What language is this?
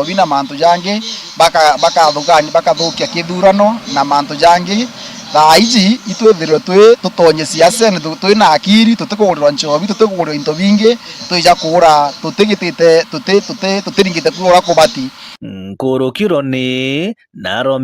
Meru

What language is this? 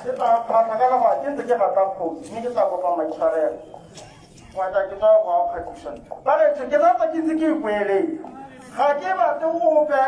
Tswana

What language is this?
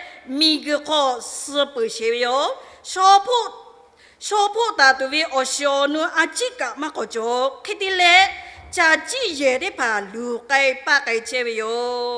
Lahu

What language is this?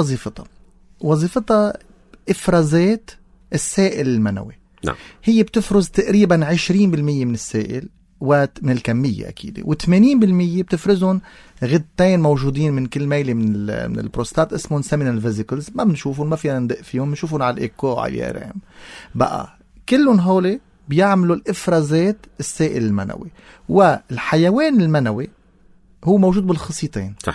North Levantine Arabic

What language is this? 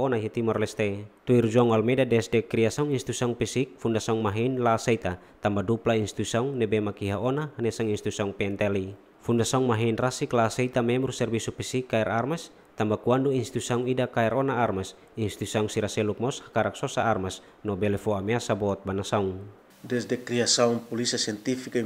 Tetum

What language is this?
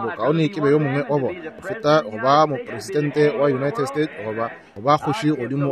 Northern Sotho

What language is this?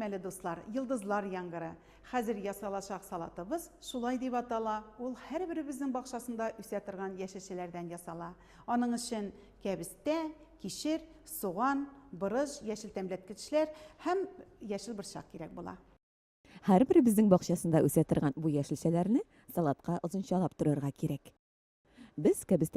Tatar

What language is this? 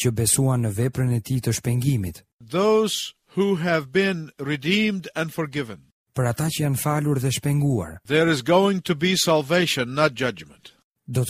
Albanian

